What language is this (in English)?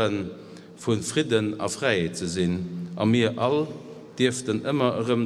Luxembourgish